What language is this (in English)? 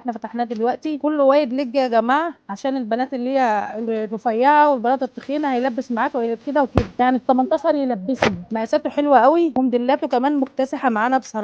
Egyptian Arabic